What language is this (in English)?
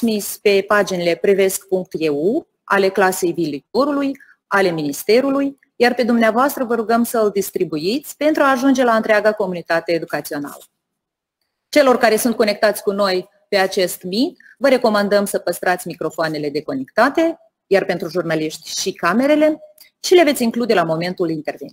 Romanian